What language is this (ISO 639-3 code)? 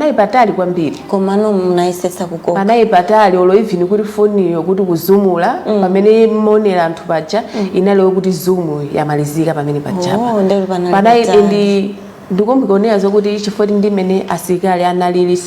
nya